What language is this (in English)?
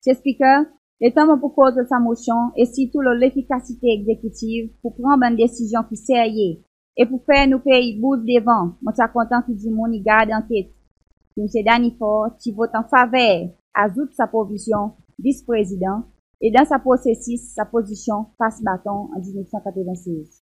Seselwa Creole French